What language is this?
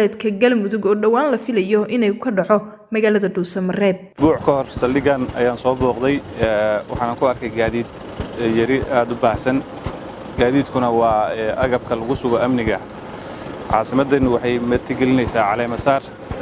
Somali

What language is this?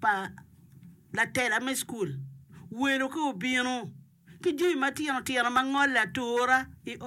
Acoli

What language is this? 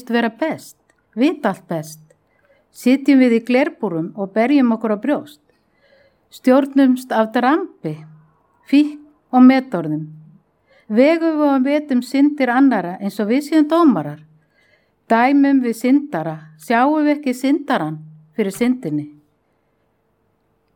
Icelandic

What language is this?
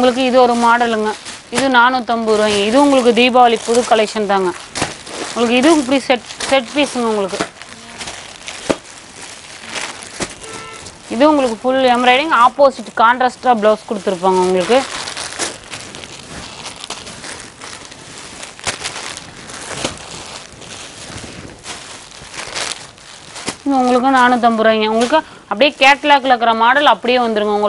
Tamil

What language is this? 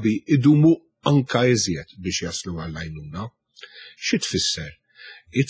Maltese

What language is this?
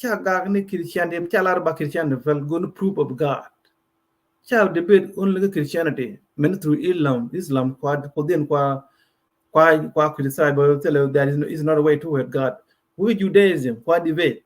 Nuer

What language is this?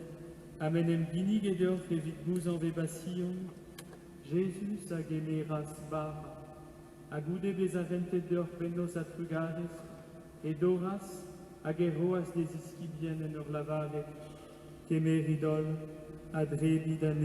Breton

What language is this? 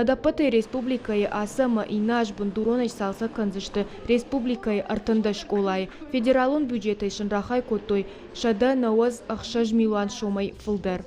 Ossetic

